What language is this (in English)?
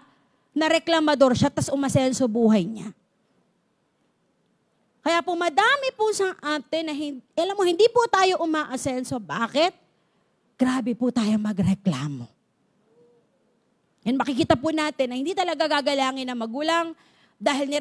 Filipino